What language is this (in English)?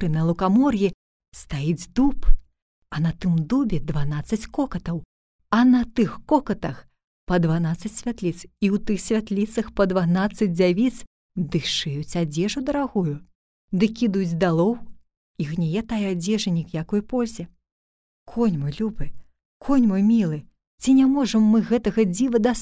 Belarusian